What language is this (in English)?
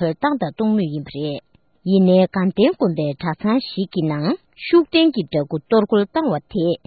Tibetan